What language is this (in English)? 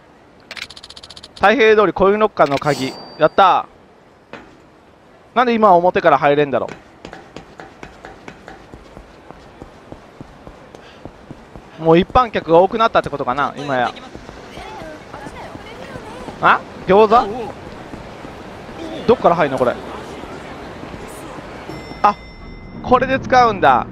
Japanese